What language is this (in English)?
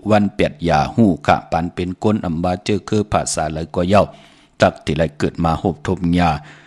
Shan